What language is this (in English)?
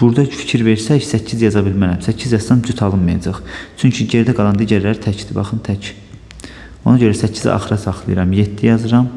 Azerbaijani